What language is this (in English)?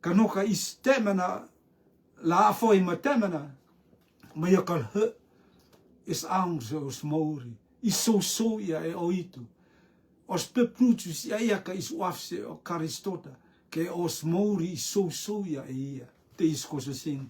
Rotuman